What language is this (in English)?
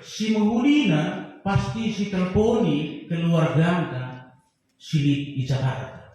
Batak Karo